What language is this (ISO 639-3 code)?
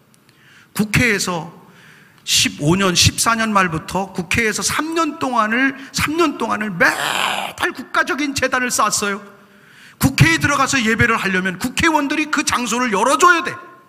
kor